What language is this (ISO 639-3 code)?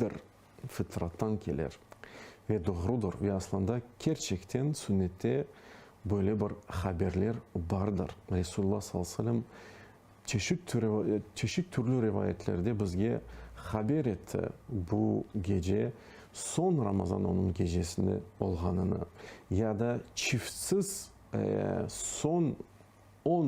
crh